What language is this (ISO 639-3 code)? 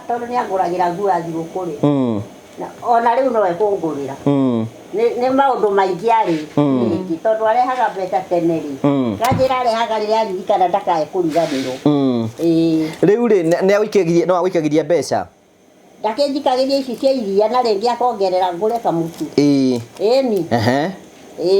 kik